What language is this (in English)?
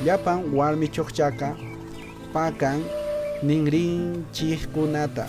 Quechua